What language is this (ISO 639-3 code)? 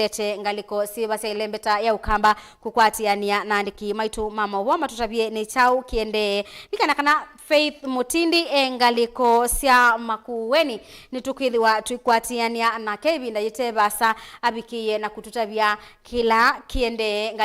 kam